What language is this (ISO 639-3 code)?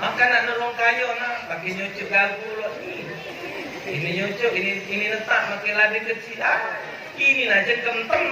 mui